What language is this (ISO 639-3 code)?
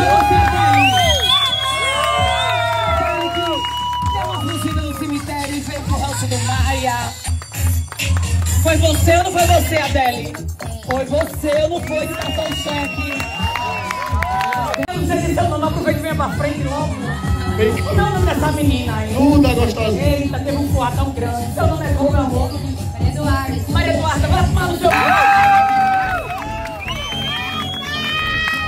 por